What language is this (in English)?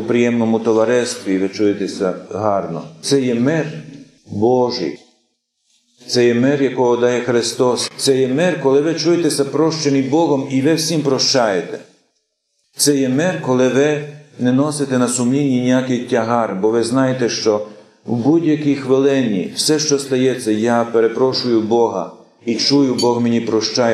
Ukrainian